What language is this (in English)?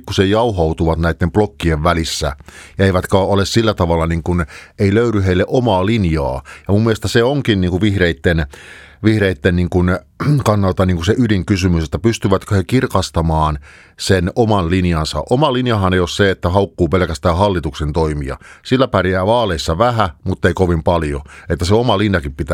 Finnish